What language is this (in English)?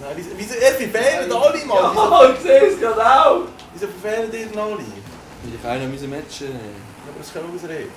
Swiss German